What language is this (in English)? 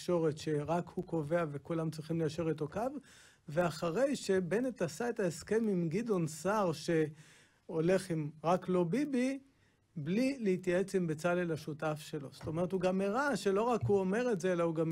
Hebrew